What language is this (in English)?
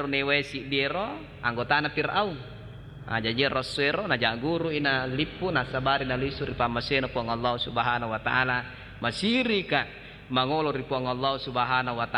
Buginese